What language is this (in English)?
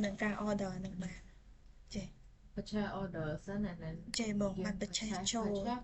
Khmer